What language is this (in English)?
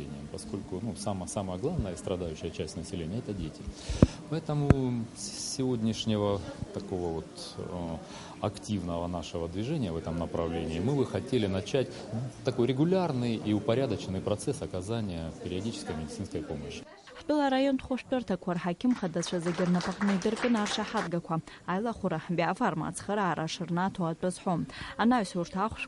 Abkhazian